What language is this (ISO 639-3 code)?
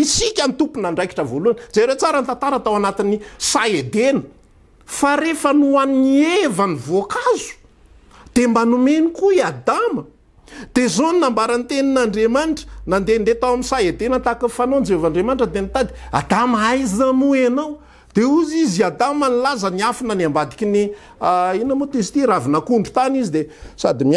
mlg